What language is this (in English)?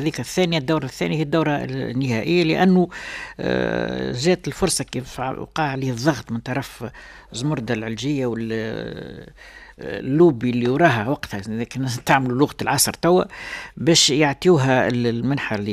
Tunisian Arabic